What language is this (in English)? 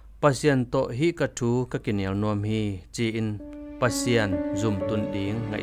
Tedim Chin